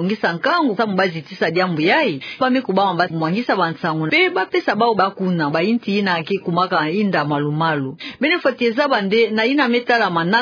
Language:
Kituba (Democratic Republic of Congo)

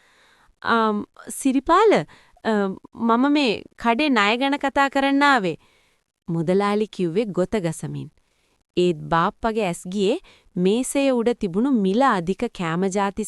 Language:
Sinhala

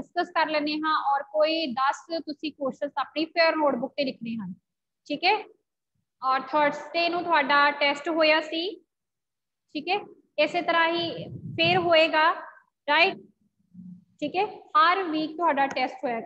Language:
Punjabi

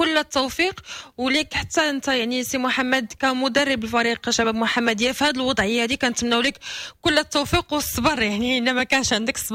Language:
Moroccan Arabic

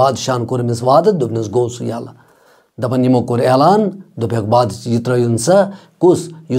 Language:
Kashmiri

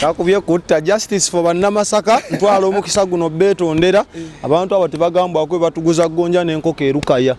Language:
Ganda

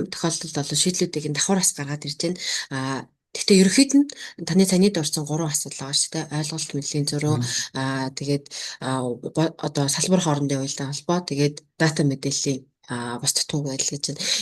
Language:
Mongolian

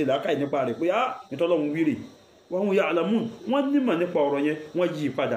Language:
Yoruba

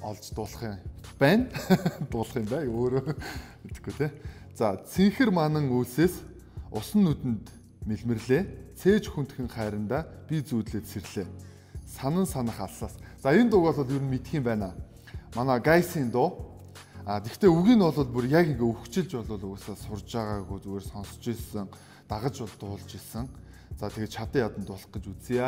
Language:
Mongolian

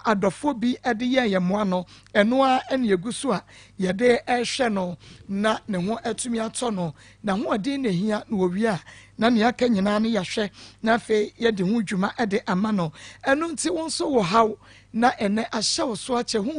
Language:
Akan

